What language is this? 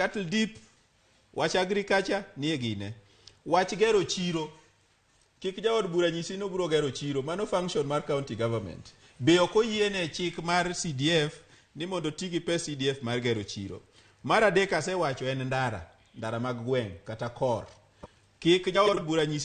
Luo (Kenya and Tanzania)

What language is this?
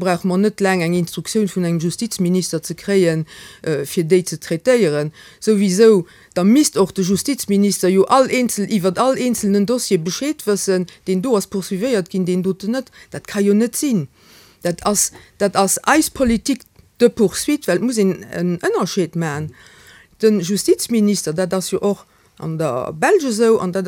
Luxembourgish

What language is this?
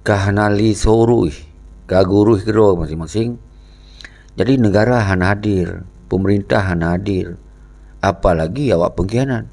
Achinese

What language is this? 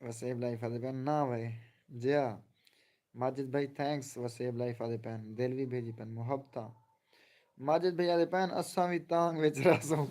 Saraiki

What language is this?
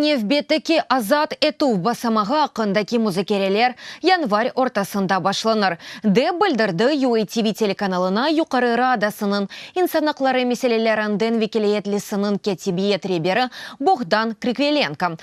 Crimean Tatar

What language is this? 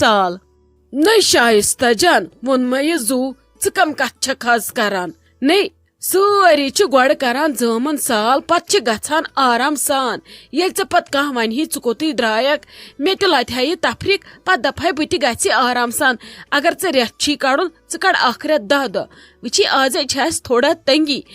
Kashmiri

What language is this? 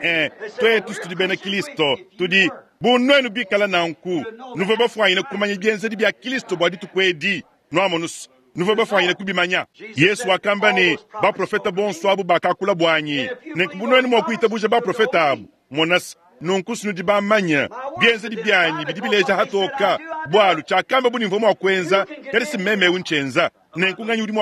Luba-Lulua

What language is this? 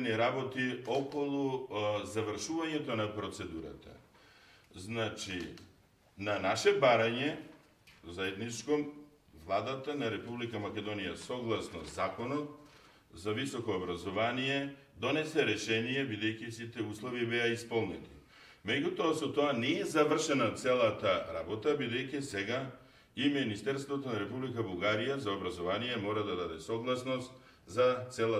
Macedonian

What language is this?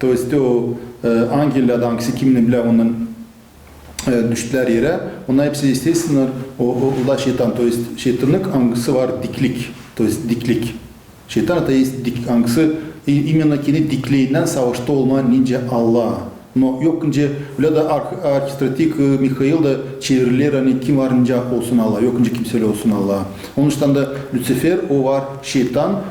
Gagauz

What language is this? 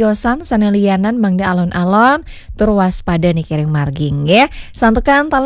Balinese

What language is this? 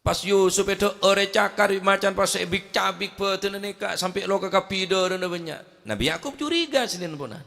Madurese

